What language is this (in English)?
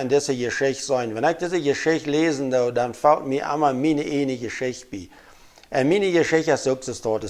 Plautdietsch